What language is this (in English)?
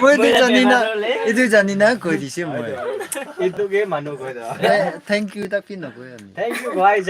Naga Pidgin